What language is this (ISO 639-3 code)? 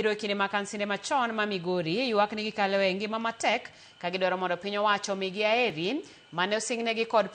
luo